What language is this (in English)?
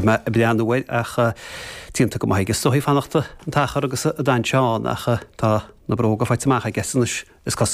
Irish